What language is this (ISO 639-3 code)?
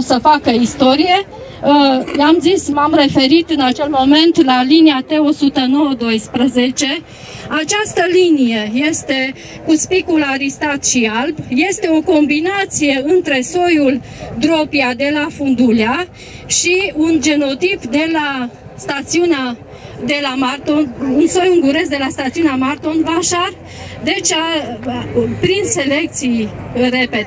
ron